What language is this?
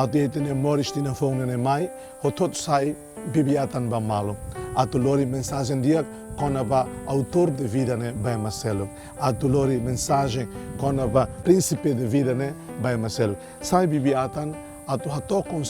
Tetum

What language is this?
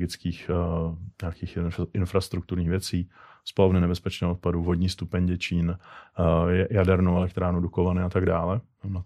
Czech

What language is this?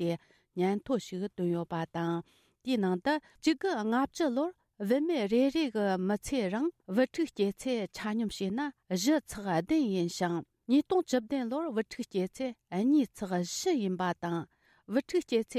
Tibetan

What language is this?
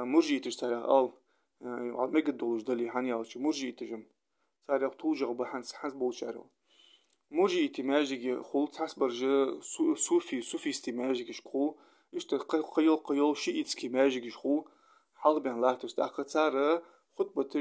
Ingush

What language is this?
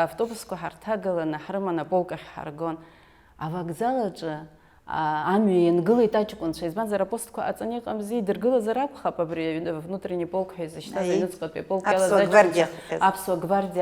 Abkhazian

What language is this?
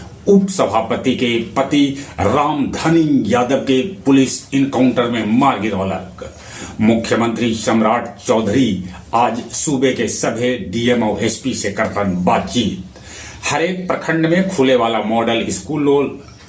Magahi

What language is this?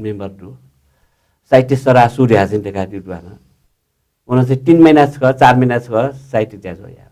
Newari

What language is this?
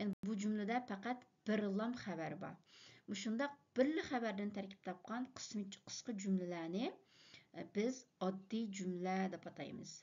Uyghur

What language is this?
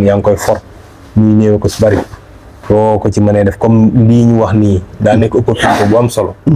Wolof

